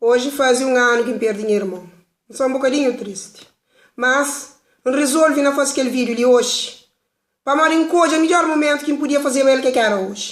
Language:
Kabuverdianu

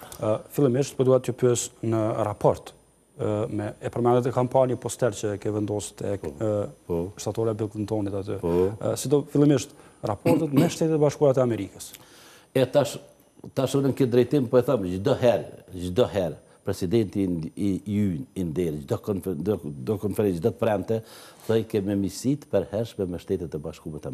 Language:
Albanian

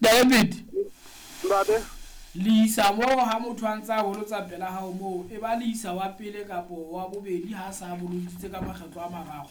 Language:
Southern Sotho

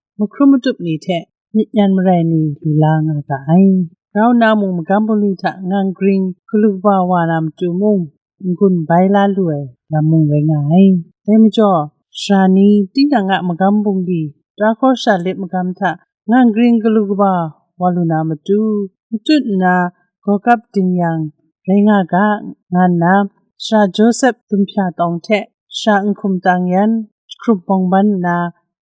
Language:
Kachin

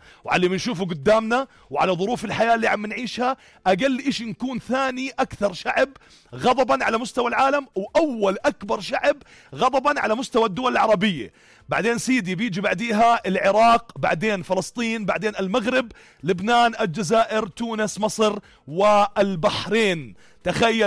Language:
North Levantine Arabic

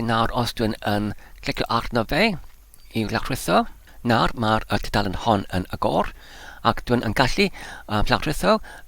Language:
Welsh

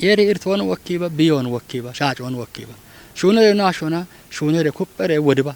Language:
Kafa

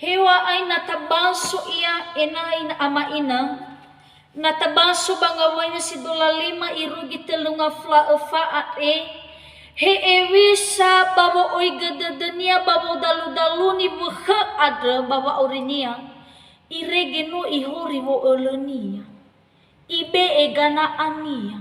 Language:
Nias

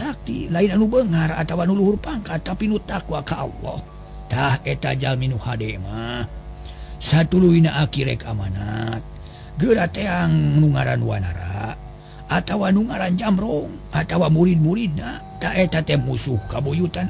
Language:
Sundanese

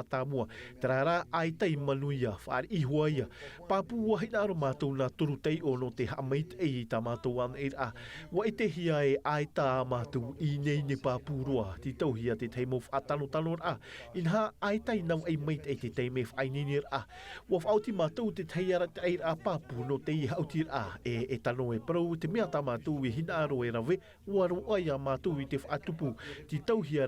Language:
Tahitian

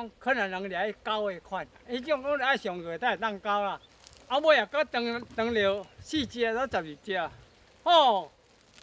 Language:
Hakka Chinese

